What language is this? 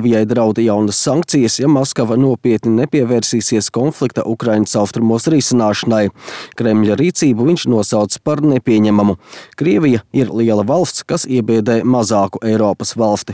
Latvian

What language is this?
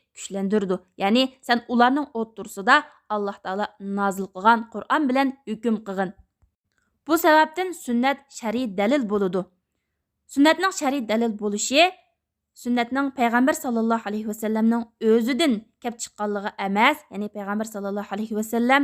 Uyghur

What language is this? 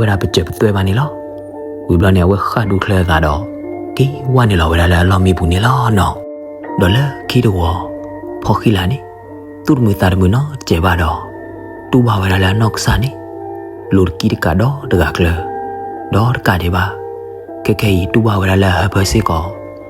S'gaw Karen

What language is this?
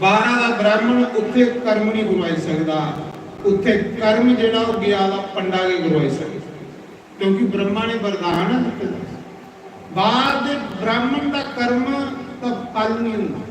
Dogri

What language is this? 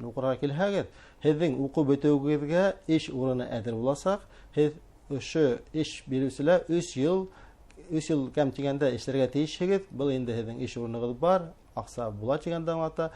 Bashkir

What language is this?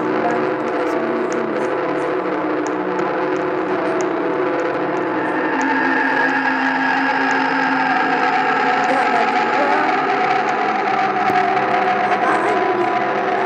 Malay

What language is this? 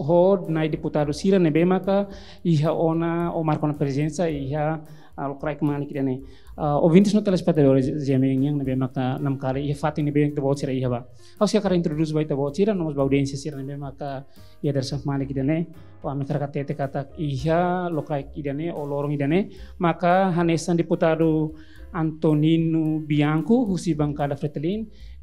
Tetum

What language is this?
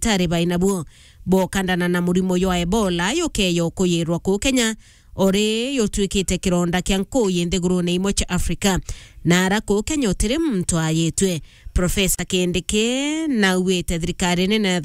Meru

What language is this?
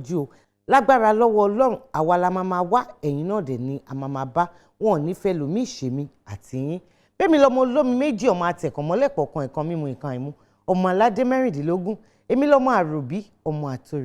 Yoruba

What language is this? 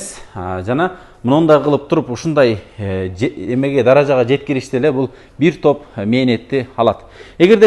Kyrgyz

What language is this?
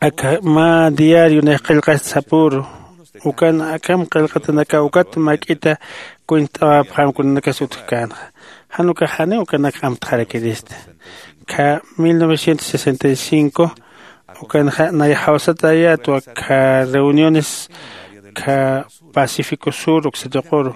Aymara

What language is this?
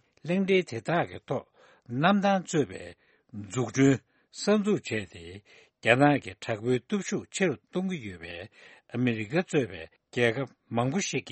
Tibetan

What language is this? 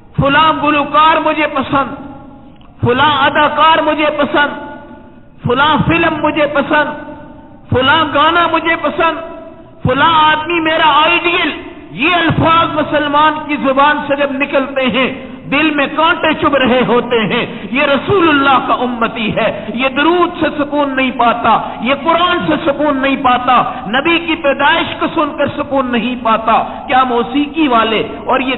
Urdu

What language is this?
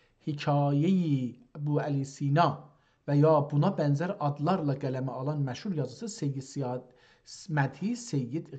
South Azerbaijani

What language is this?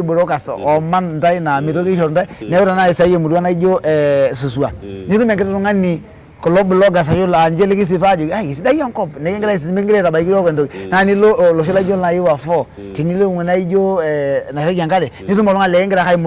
Masai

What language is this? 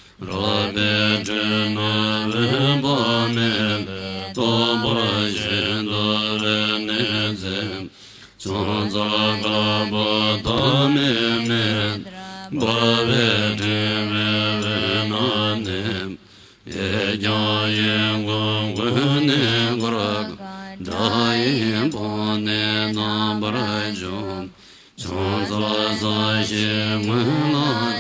Tibetan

